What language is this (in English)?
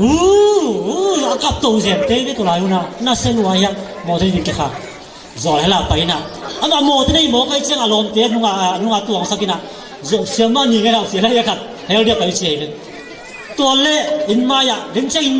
Tedim Chin